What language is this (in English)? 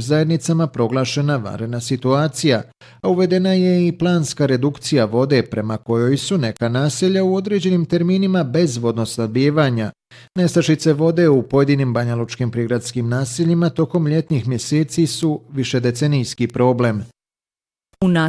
Bosnian